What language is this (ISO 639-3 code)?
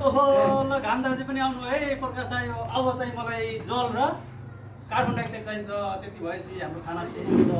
nep